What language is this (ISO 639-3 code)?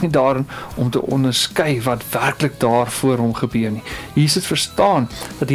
afr